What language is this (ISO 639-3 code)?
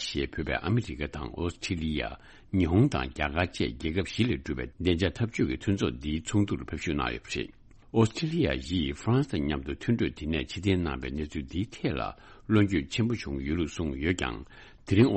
bod